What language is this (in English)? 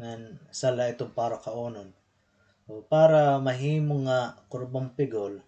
Waray